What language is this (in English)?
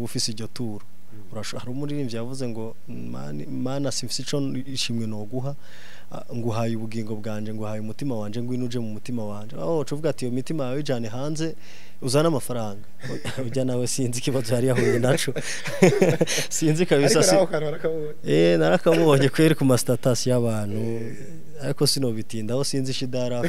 Rundi